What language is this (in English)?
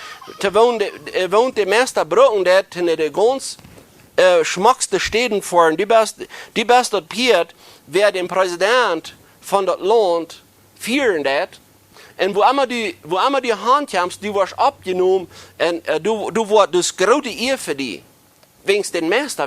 Plautdietsch